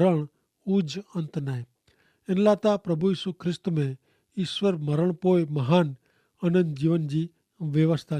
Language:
Kachhi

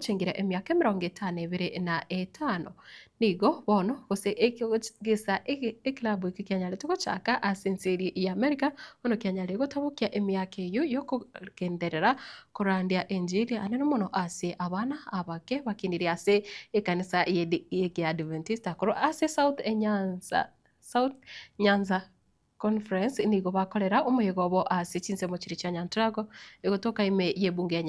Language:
Gusii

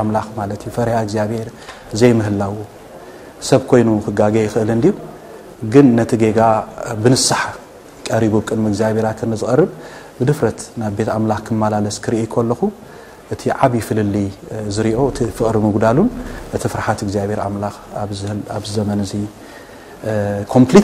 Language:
Tigrinya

